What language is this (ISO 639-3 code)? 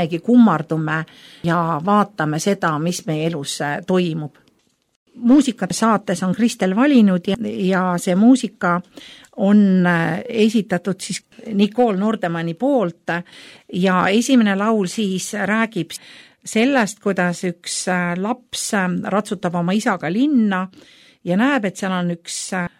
est